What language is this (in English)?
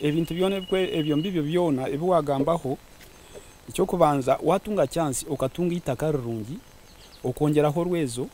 Nyankole